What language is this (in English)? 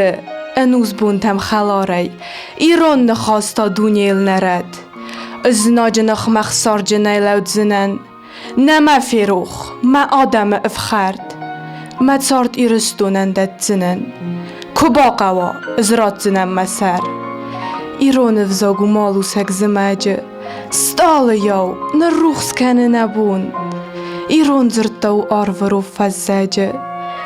Ossetic